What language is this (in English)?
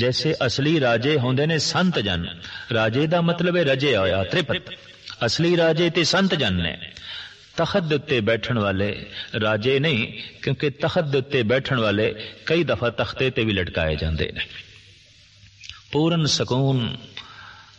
Punjabi